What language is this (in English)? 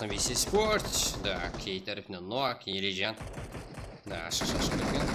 Kara-Kalpak